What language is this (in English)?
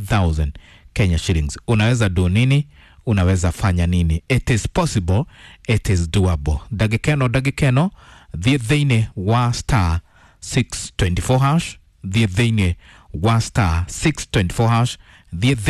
Kikuyu